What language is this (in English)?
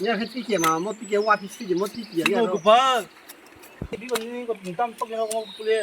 Kok Borok